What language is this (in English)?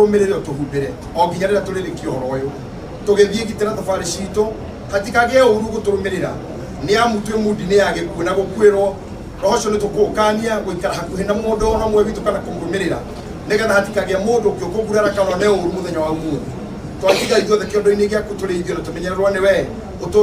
Kikuyu